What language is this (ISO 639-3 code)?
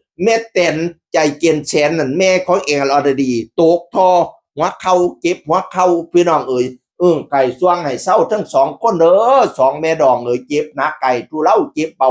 tts